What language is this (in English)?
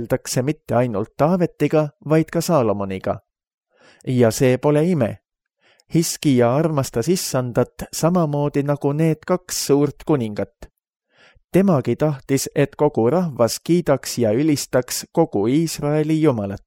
Estonian